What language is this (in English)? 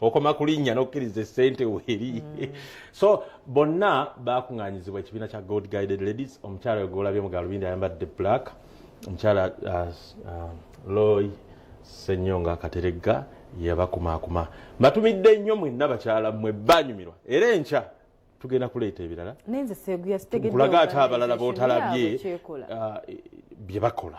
Ganda